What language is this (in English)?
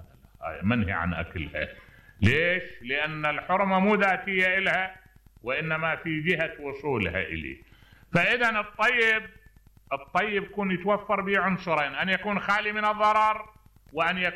Mesopotamian Arabic